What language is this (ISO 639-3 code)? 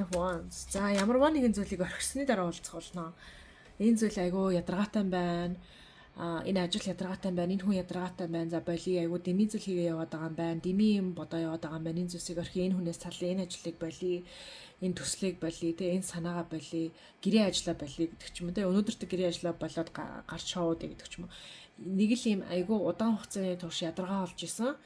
mon